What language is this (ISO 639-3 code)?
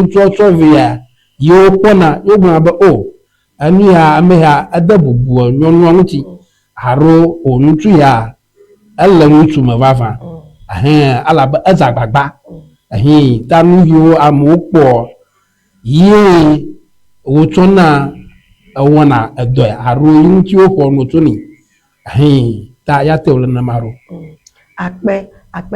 ewe